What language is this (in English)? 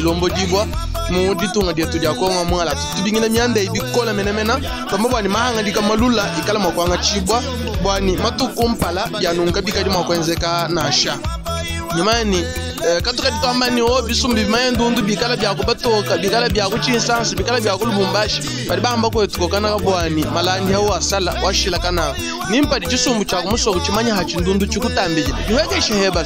Luba-Lulua